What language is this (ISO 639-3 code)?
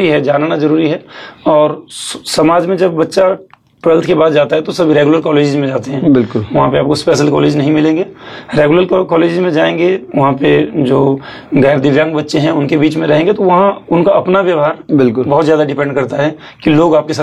hin